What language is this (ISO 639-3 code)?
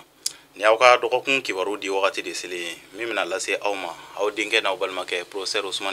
bam